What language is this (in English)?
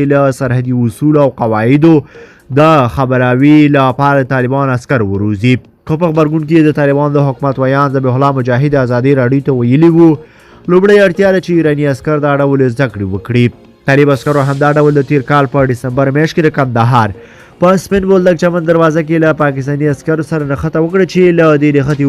Pashto